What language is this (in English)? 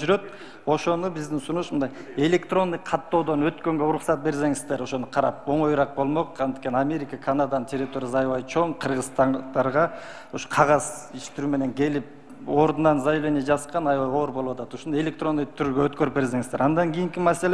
Kyrgyz